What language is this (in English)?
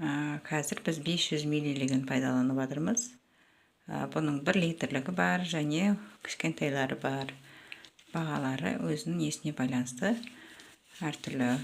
Kazakh